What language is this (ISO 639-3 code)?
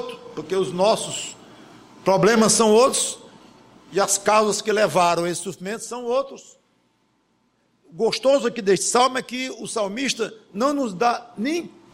por